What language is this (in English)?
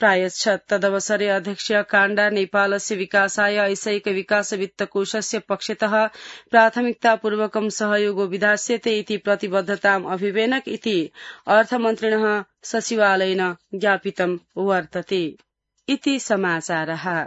Sanskrit